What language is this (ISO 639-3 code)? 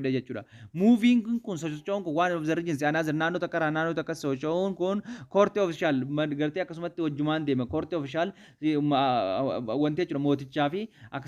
orm